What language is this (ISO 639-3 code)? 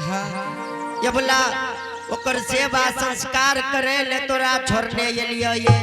anp